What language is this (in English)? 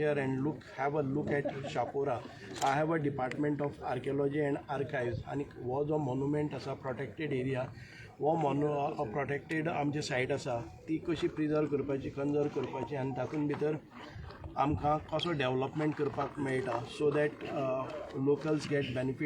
Konkani